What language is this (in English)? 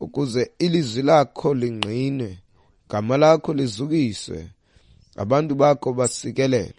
Xhosa